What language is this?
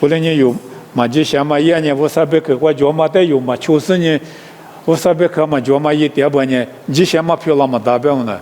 Lisu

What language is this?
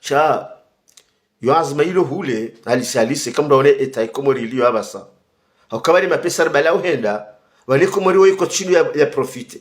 Ngazidja Comorian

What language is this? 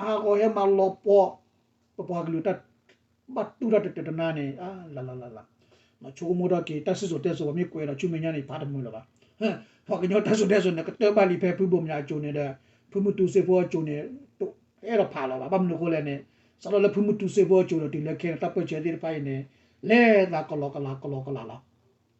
S'gaw Karen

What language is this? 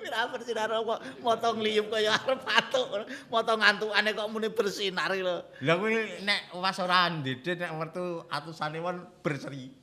Javanese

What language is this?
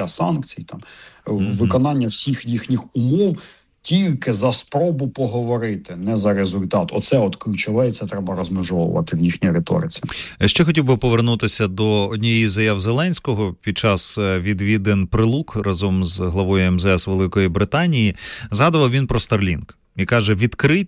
Ukrainian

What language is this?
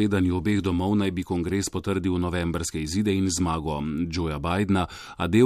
Slovenian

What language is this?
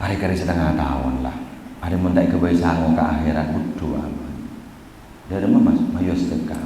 Madurese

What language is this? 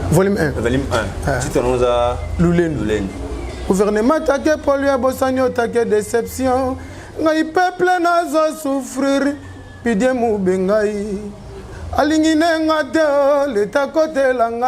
Lingala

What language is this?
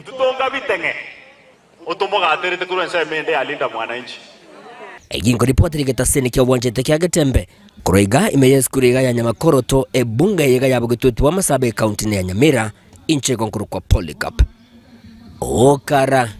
Gusii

